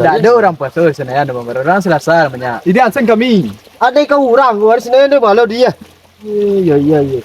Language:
Minangkabau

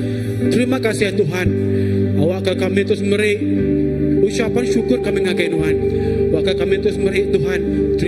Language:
Iban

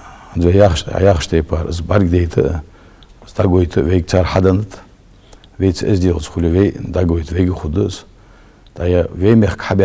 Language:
Ingush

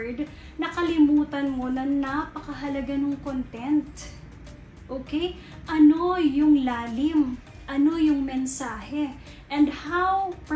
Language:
Filipino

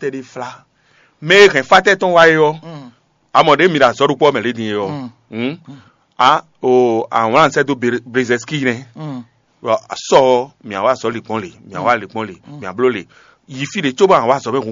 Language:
Fon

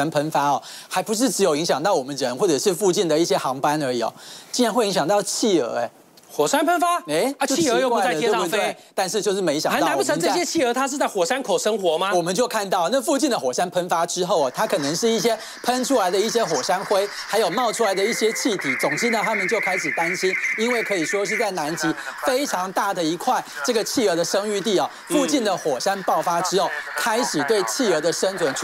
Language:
Chinese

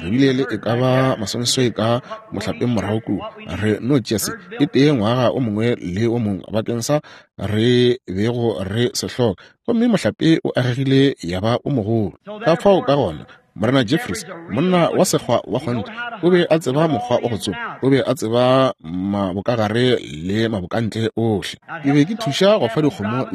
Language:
Northern Sotho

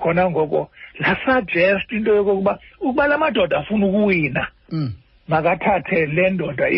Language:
Xhosa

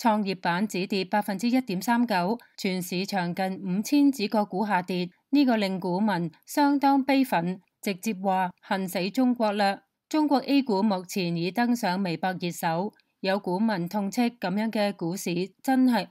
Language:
Cantonese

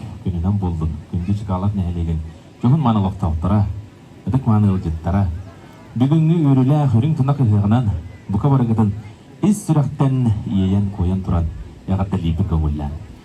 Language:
Yakut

